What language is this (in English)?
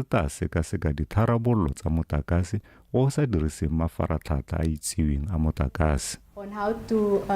Tswana